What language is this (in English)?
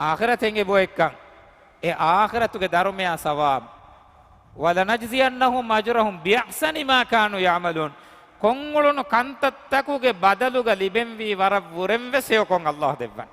Divehi